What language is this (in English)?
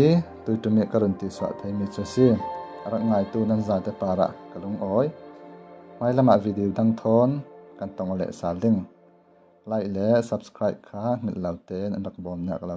Falam Chin